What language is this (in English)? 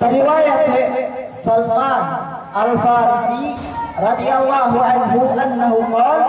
Yakan